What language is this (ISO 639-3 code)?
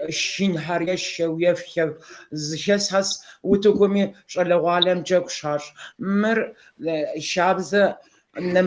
kbd